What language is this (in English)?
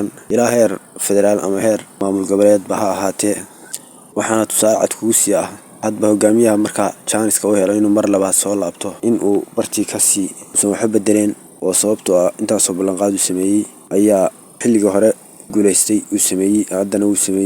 Somali